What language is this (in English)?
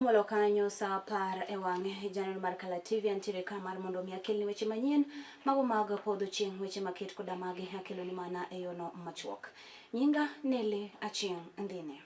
Luo (Kenya and Tanzania)